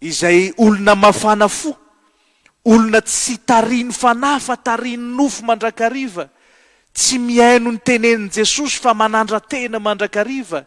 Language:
Malagasy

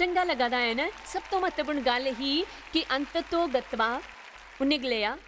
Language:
Dogri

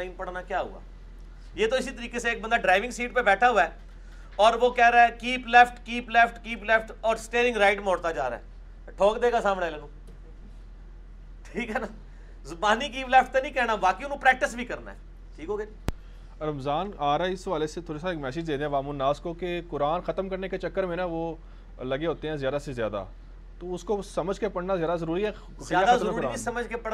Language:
Urdu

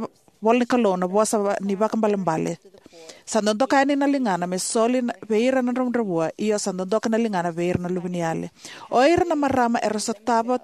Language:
Fijian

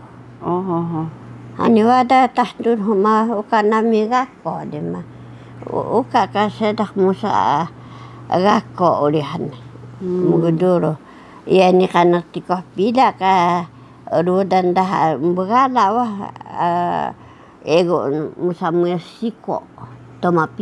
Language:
Taroko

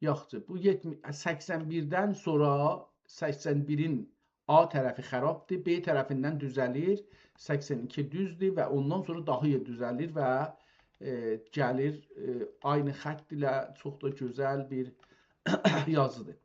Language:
South Azerbaijani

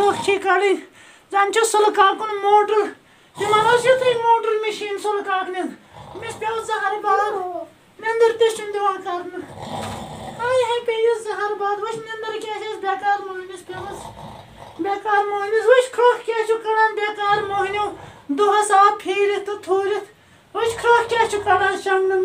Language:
Kashmiri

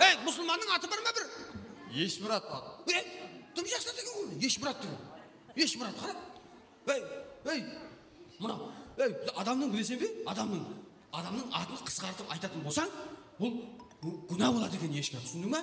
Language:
Kara-Kalpak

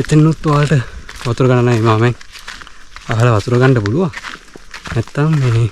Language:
Sinhala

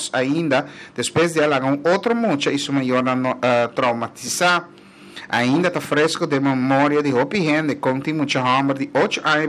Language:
Papiamento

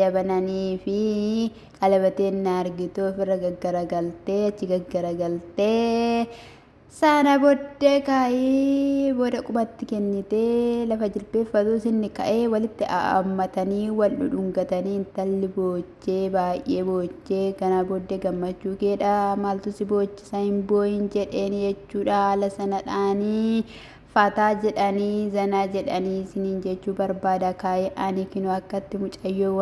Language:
Oromo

